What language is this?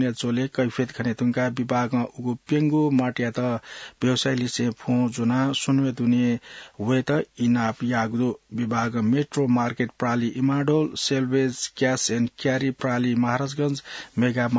Newari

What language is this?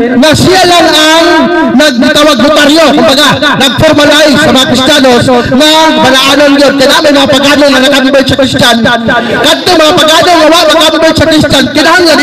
Cebuano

